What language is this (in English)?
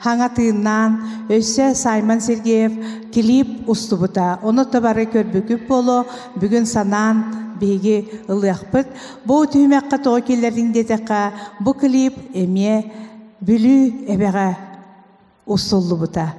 Yakut